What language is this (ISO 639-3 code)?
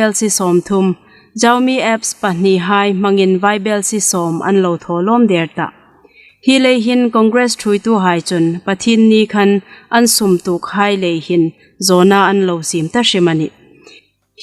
hmr